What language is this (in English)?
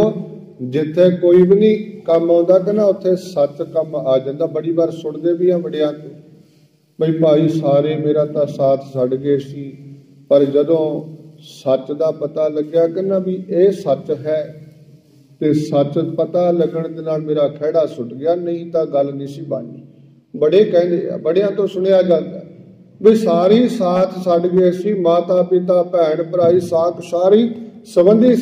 Punjabi